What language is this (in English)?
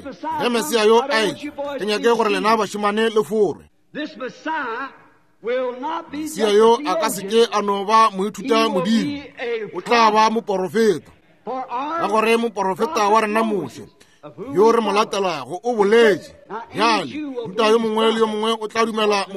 Northern Sotho